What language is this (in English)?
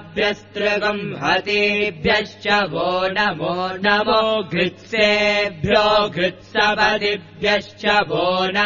Sanskrit